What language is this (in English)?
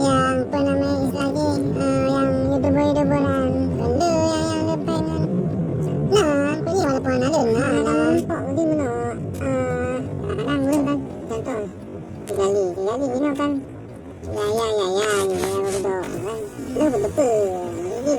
Achinese